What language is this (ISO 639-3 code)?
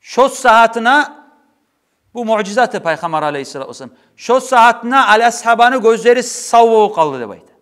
kum